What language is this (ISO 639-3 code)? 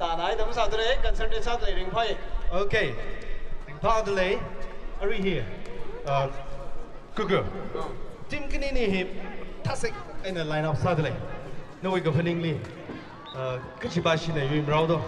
nmf